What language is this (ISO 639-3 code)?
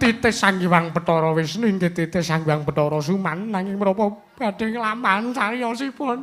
jav